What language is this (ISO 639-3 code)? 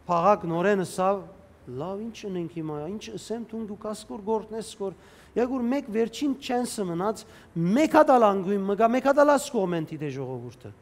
hyw